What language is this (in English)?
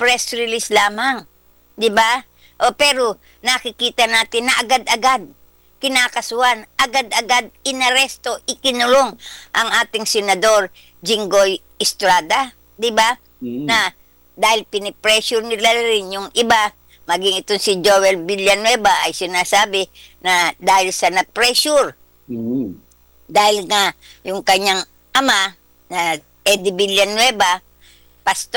Filipino